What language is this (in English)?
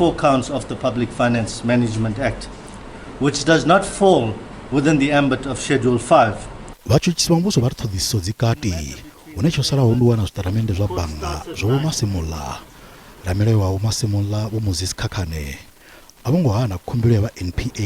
Venda